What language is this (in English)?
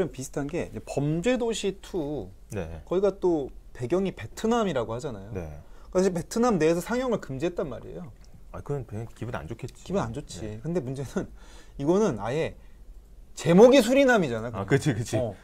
Korean